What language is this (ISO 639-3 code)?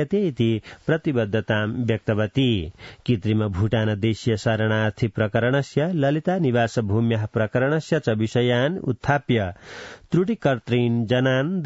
san